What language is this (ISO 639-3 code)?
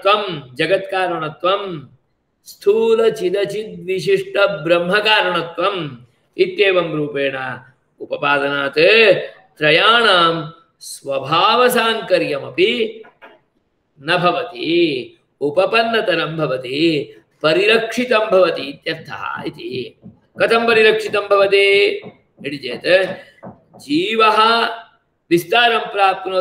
san